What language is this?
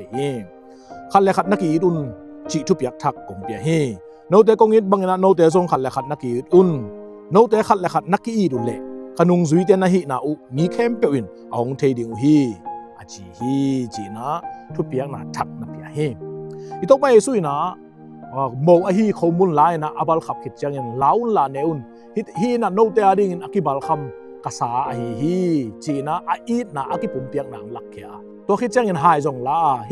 Tedim Chin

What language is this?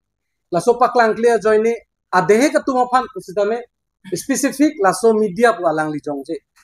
Karbi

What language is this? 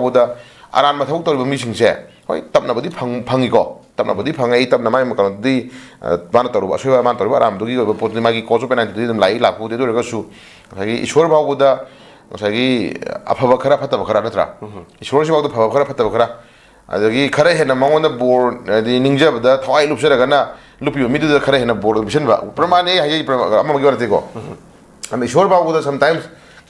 Manipuri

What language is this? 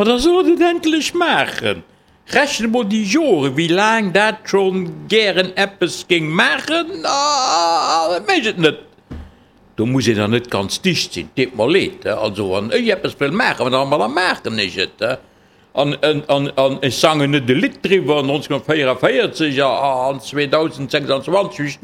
Luxembourgish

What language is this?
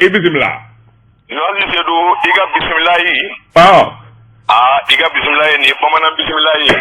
Bambara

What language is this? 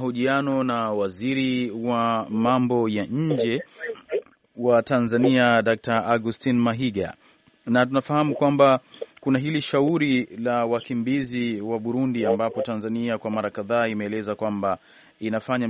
Swahili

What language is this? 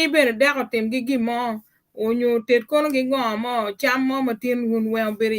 Acoli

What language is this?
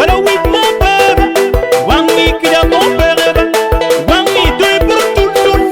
Acoli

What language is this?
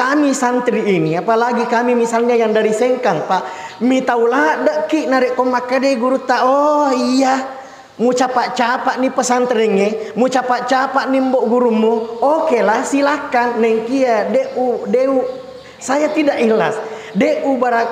Buginese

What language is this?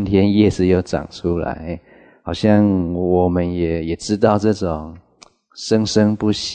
Chinese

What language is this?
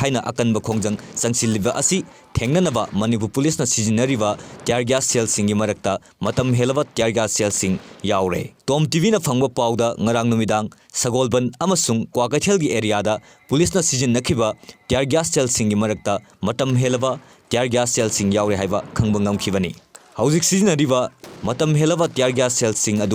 Manipuri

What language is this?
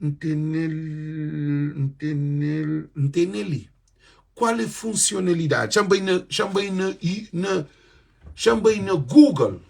Kabuverdianu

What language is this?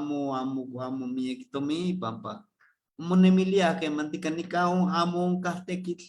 Eastern Huasteca Nahuatl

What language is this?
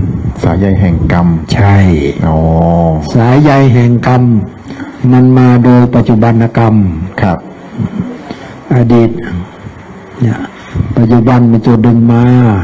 Thai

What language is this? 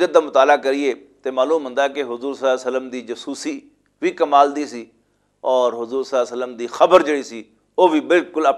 Western Panjabi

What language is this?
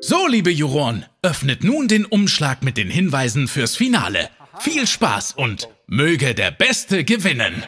Bavarian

